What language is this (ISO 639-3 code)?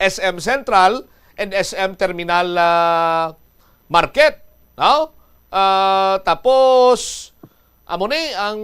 hil